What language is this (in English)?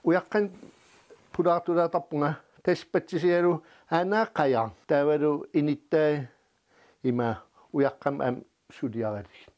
Kalaallisut